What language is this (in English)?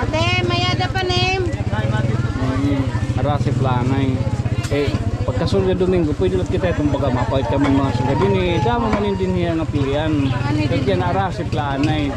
Waray